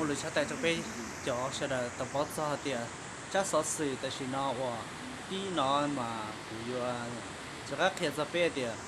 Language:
Hmong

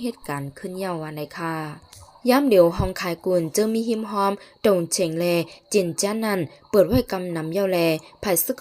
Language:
Lao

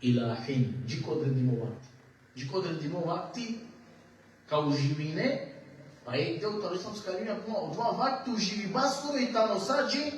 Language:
Balkan Romani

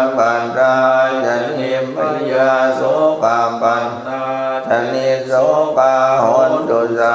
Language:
Pali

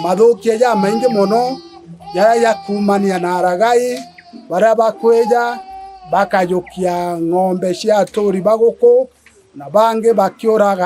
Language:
Meru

